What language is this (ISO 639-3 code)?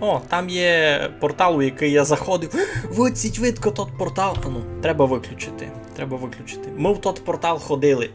rue